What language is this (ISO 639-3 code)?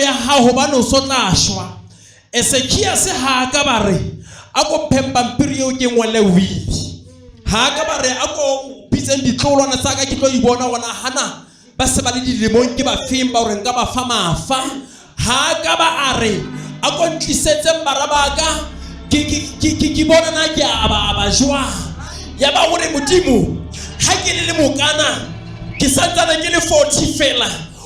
sot